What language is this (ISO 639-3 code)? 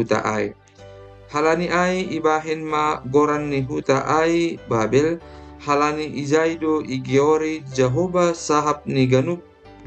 bts